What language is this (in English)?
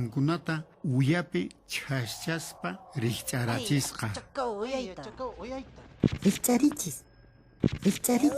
Quechua